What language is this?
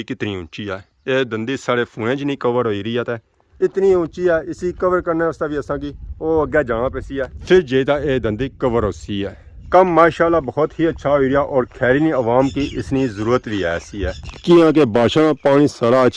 Pahari-Potwari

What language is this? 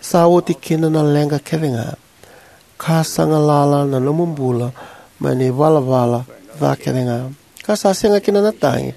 Fijian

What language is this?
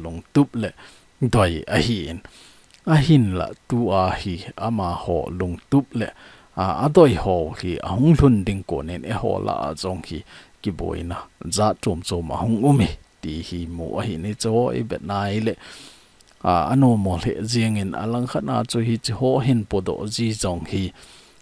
Thado Chin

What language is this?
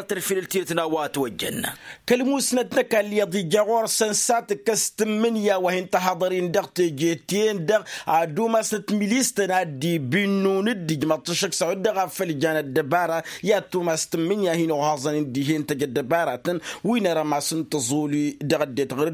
Tamasheq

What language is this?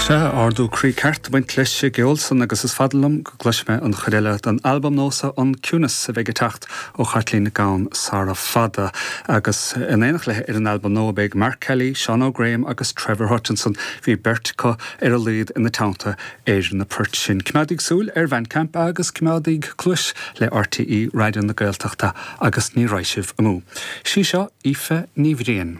Irish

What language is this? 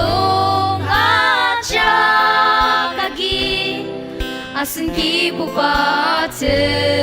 Ao Naga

